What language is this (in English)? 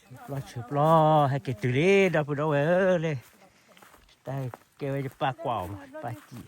S'gaw Karen